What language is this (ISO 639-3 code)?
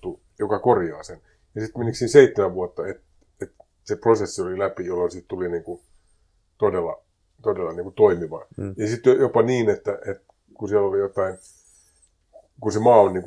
fin